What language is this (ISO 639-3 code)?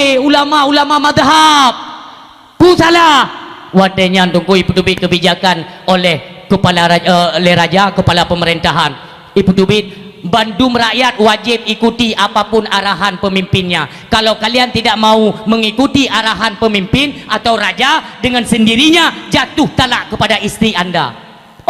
ace